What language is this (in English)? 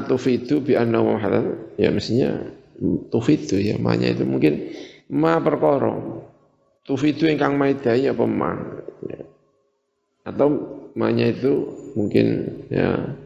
Indonesian